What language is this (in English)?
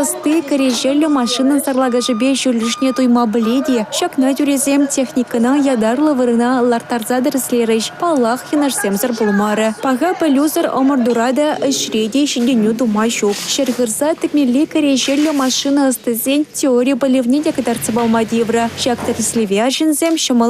Chuvash